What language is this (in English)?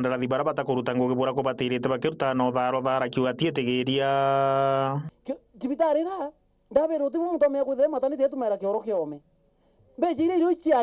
Meru